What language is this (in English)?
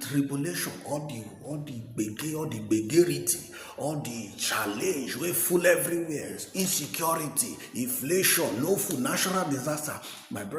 Nigerian Pidgin